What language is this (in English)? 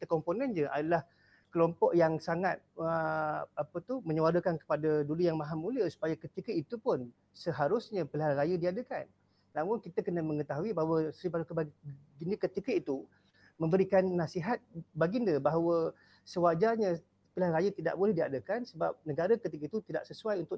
Malay